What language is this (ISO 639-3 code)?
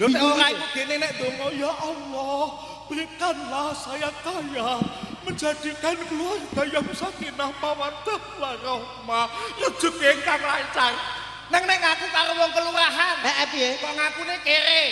jav